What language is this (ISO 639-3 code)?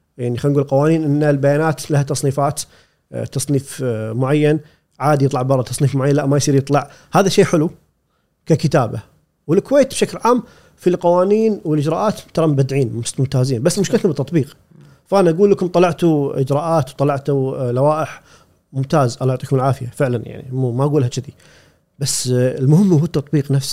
afb